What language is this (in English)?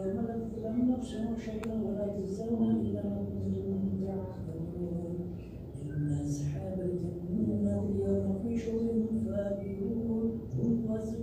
Arabic